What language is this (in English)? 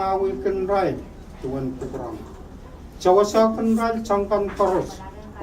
Pohnpeian